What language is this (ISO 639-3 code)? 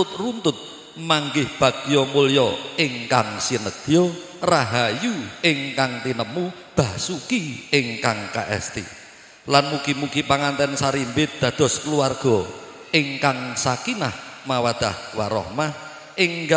jav